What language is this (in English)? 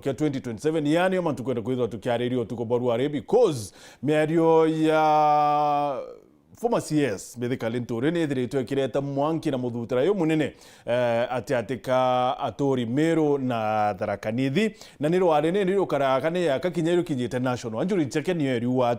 Meru